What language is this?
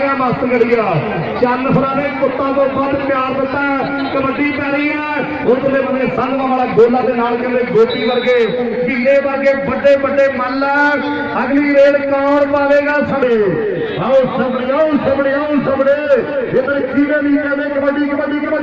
Punjabi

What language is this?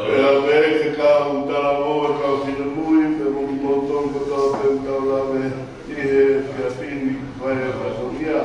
Tongan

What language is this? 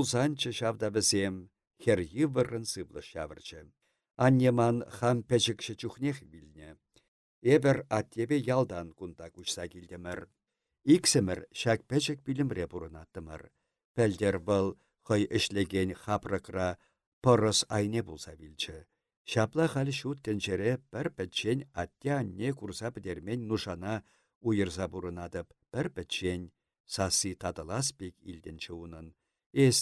Chuvash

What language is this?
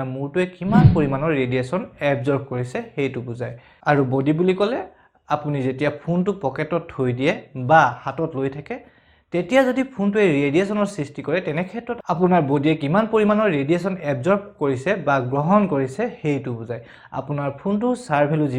Assamese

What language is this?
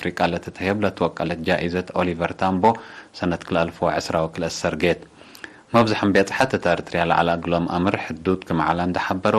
Tigre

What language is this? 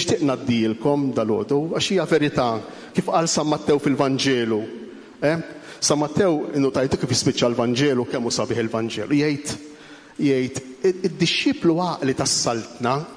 Maltese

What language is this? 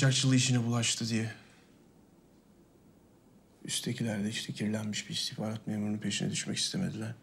Turkish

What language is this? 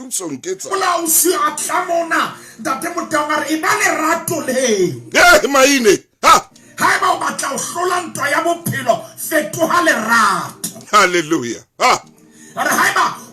Southern Sotho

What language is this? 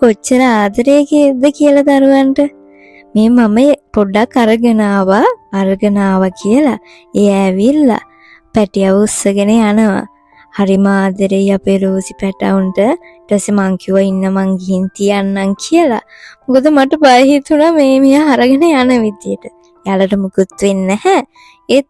Sinhala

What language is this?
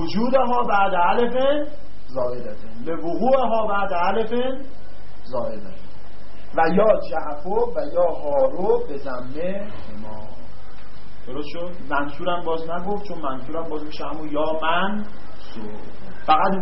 Persian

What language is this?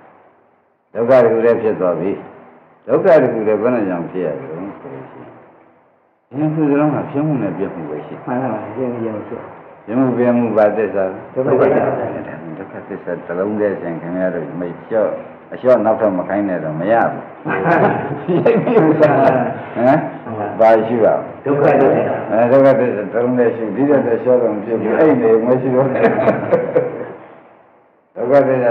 Burmese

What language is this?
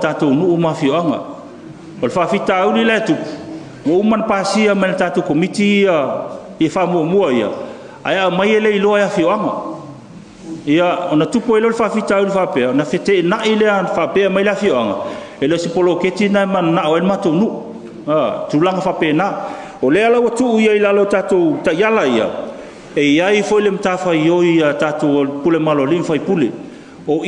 Samoan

